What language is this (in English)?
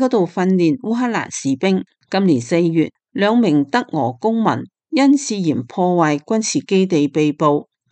Cantonese